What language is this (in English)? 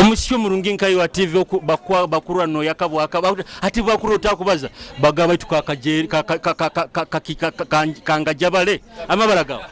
Nyoro